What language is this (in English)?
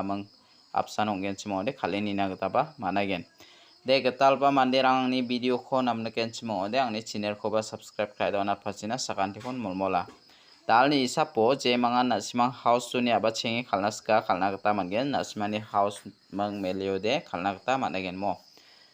Garo